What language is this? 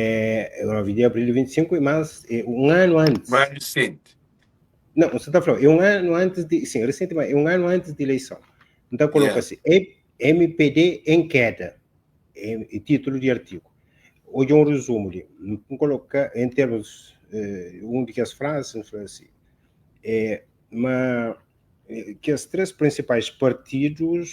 Kabuverdianu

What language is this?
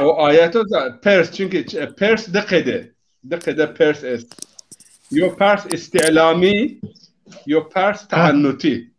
Zaza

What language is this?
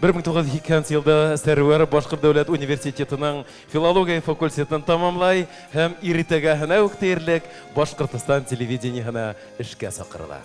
Bashkir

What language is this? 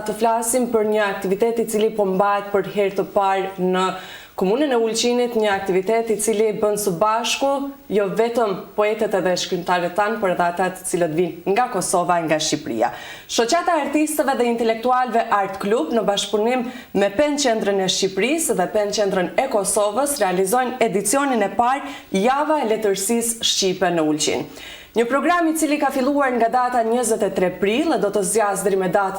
Albanian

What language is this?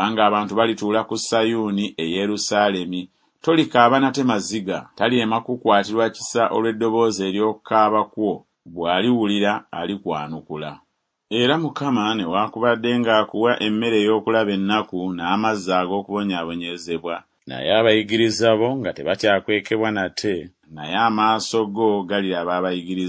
Ganda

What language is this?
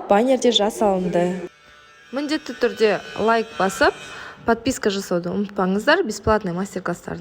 Kazakh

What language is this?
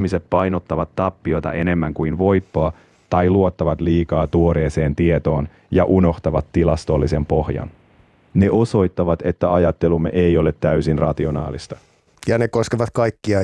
Finnish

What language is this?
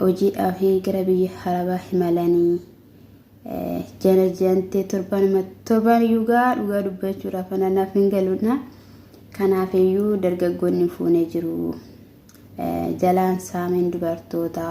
Oromo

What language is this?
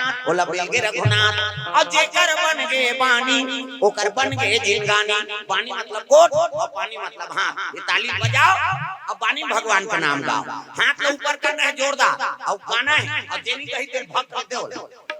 Chhattisgarhi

